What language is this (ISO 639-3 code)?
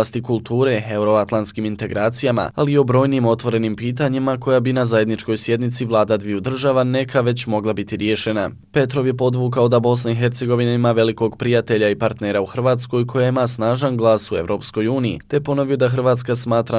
bos